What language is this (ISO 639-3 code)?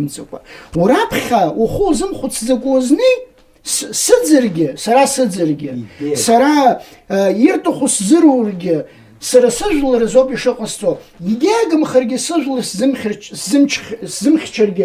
abk